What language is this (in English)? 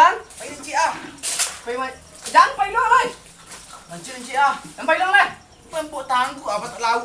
Minangkabau